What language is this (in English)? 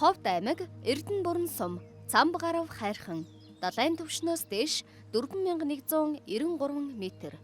Mongolian